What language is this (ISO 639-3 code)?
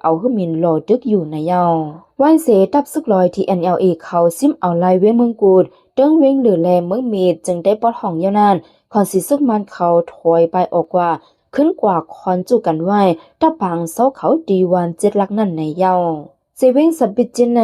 shn